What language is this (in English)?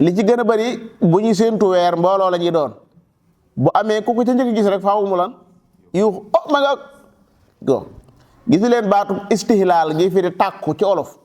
Wolof